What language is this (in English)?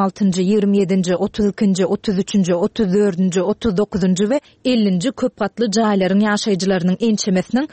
Turkmen